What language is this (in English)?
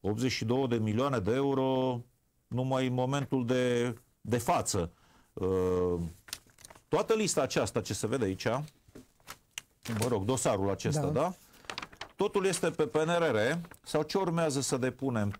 Romanian